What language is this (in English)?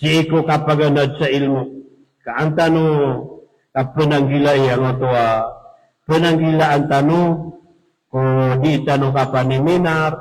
Maranao